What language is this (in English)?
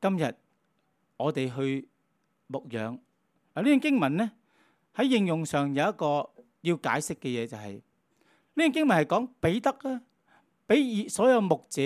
Cantonese